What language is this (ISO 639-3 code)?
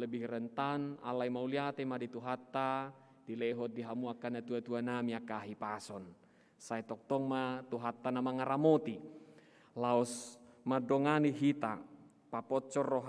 bbc